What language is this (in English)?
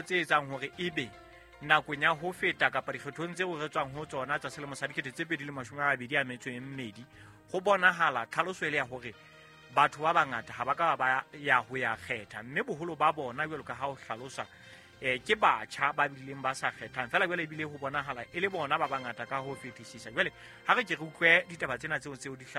Southern Sotho